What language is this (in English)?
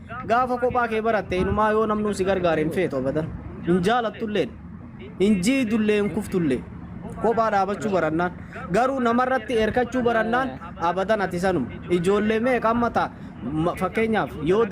Oromo